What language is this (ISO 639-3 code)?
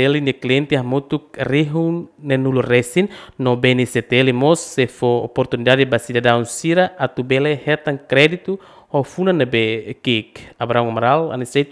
tet